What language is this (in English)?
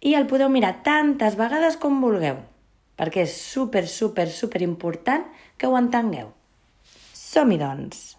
Catalan